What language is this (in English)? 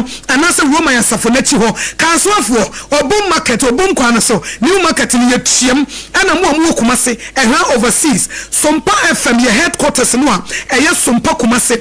Akan